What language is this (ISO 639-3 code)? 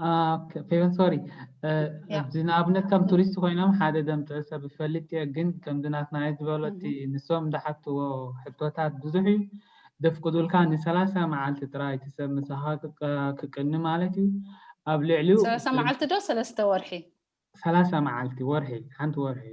tir